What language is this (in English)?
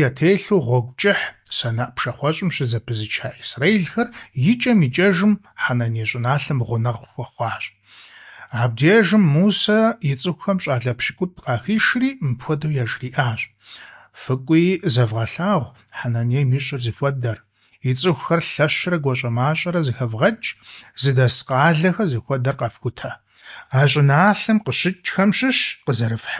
Kabardian